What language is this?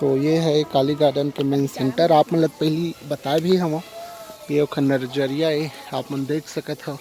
Chhattisgarhi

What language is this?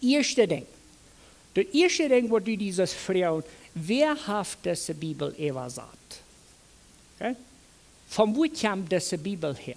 Plautdietsch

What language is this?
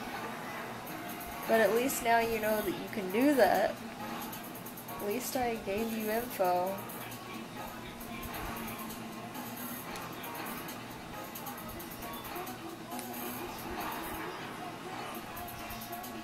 English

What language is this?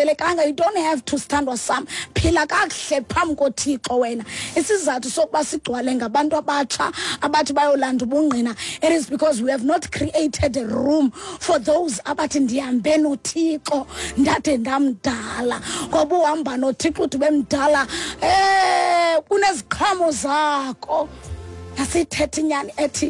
Xhosa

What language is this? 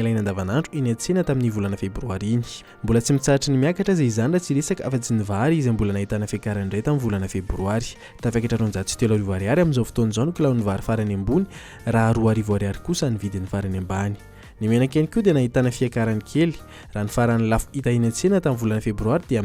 Malagasy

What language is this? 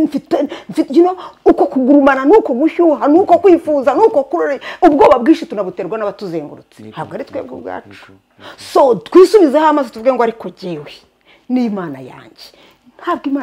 Kinyarwanda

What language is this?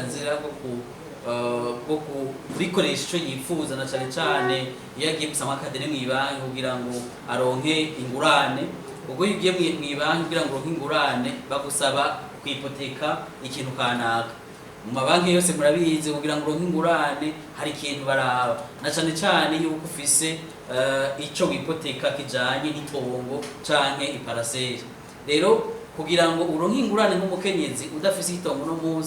Rundi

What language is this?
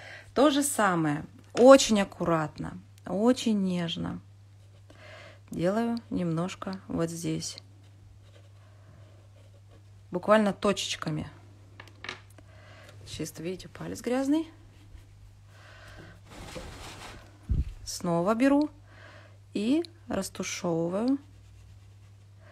Russian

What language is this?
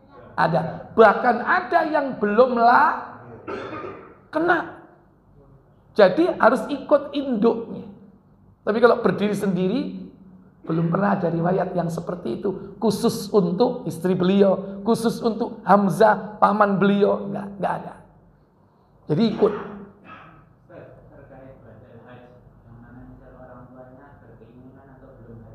Indonesian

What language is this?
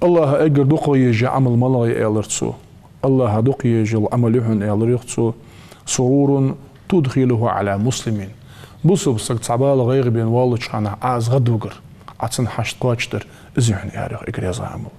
Ingush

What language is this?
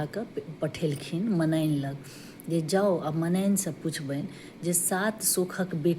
Maithili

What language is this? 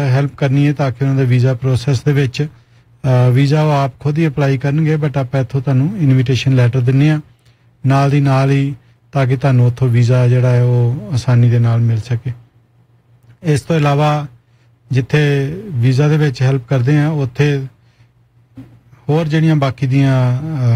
Punjabi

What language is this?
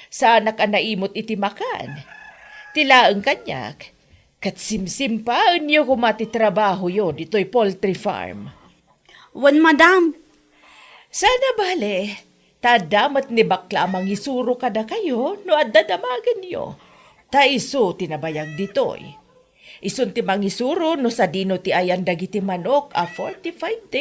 Iloko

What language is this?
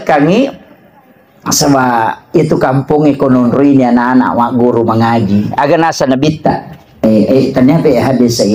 Buginese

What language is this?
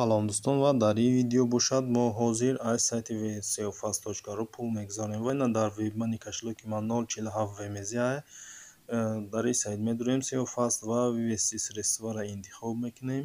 Tajik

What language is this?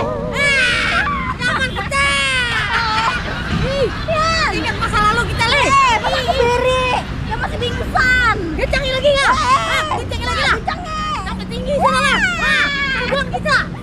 Banjar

